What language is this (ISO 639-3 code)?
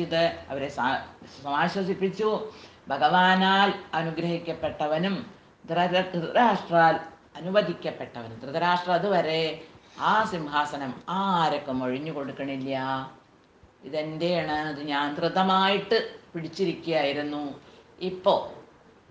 mal